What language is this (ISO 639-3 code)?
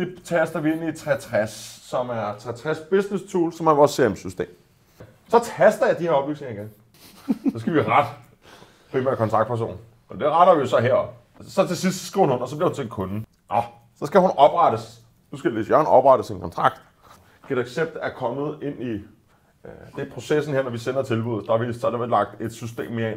dan